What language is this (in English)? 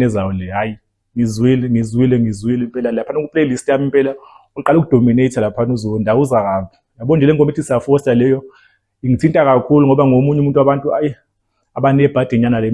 Zulu